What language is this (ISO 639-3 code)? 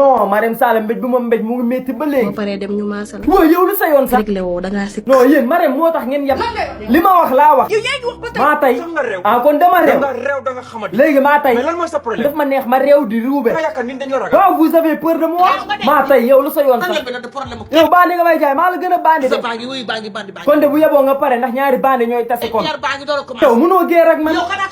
wol